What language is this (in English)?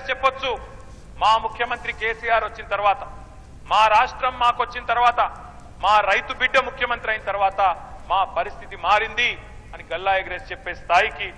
Telugu